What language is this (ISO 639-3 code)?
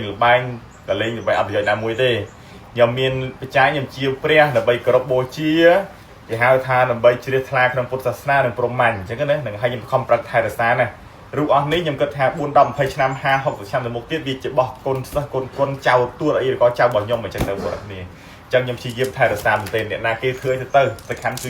khm